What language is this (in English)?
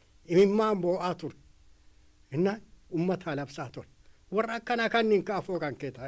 Oromo